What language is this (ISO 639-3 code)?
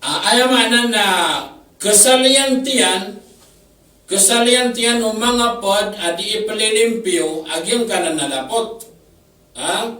mrw